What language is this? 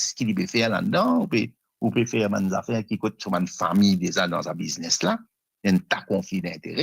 Morisyen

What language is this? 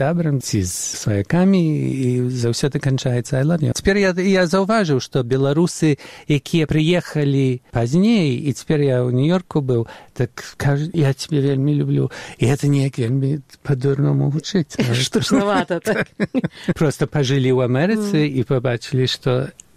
Belarusian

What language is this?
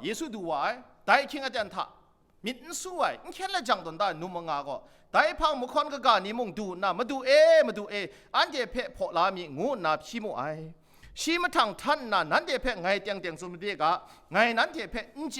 Kachin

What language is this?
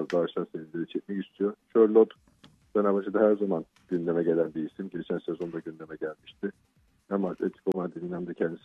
Turkish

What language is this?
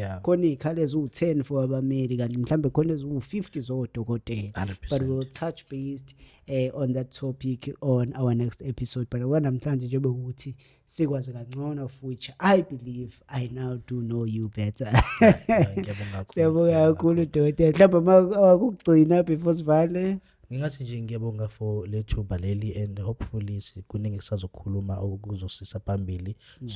Zulu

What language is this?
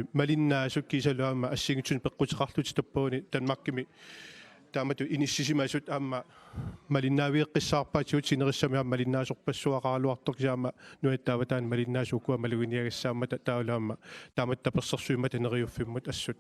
Kalaallisut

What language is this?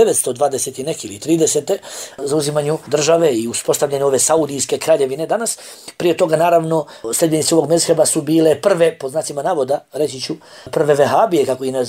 Bosnian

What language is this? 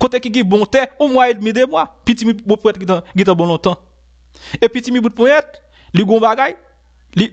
Haitian Creole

